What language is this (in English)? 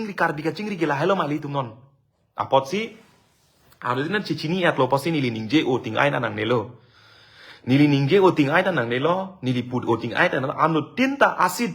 Karbi